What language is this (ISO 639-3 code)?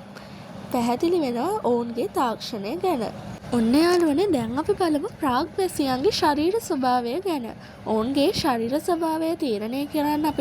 sin